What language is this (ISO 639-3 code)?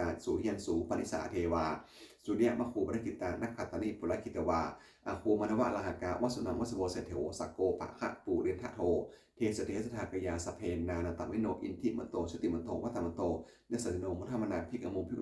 pli